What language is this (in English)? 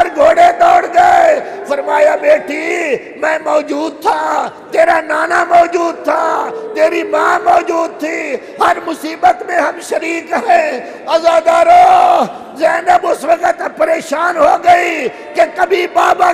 Urdu